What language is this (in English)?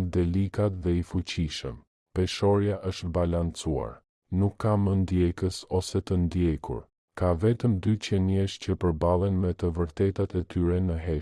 Albanian